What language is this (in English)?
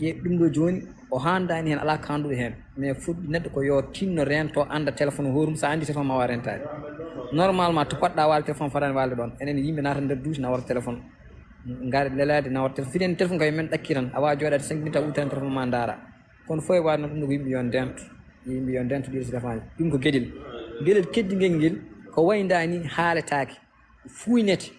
Fula